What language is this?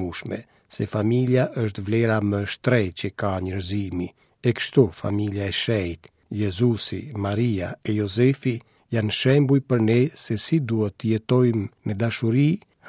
Albanian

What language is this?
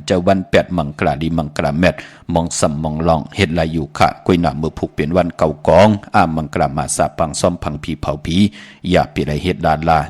Shan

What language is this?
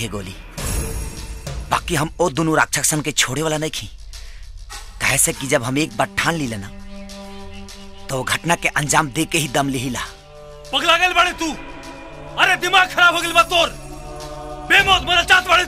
Bhojpuri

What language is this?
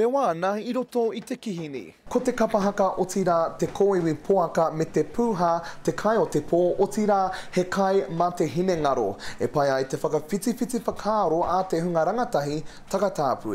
Māori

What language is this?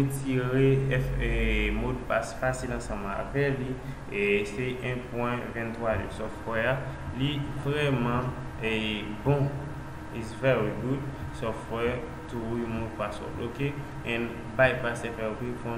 Haitian Creole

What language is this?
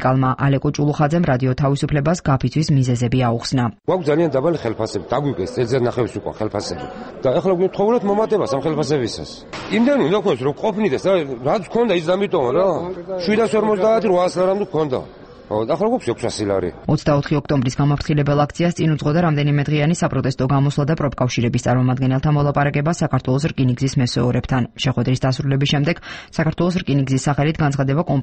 Georgian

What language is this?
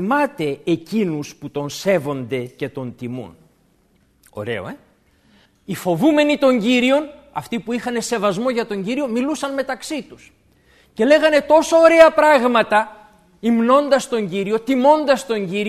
Greek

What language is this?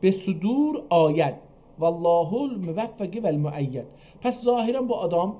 South Azerbaijani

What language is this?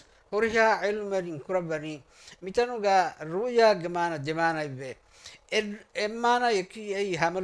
Divehi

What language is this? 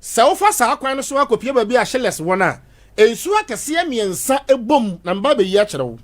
Akan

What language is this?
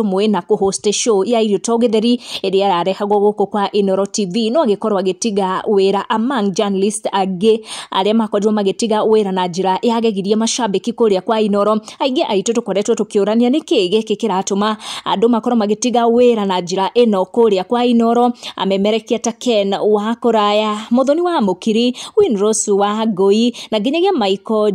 Kikuyu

